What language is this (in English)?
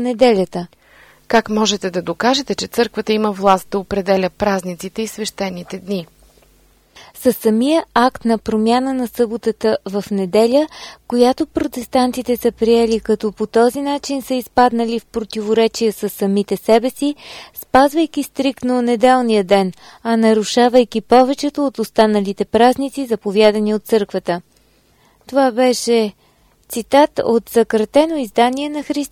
Bulgarian